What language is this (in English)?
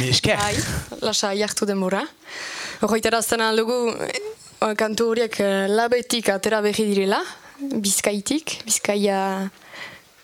Basque